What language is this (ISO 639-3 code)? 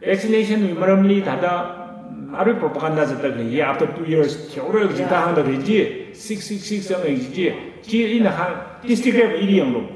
nmf